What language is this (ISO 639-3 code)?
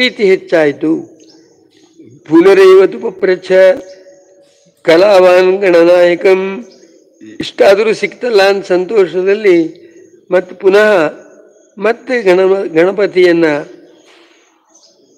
kan